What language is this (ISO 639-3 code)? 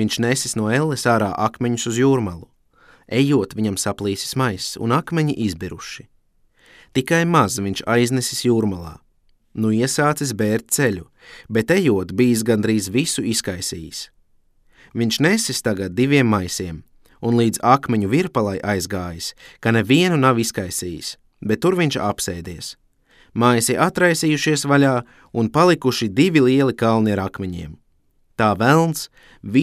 lav